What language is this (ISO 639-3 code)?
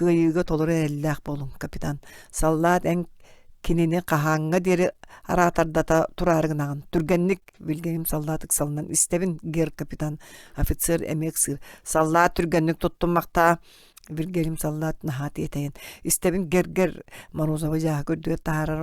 sah